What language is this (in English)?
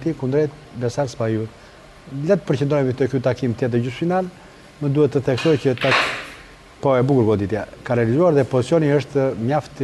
Albanian